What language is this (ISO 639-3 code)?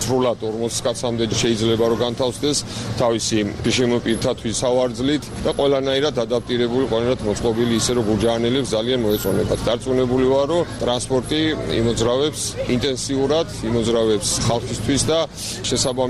kat